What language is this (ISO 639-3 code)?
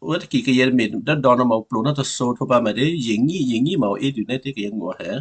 kyu